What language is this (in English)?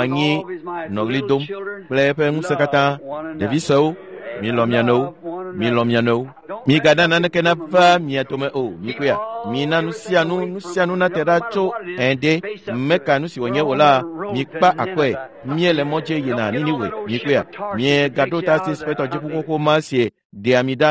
Ewe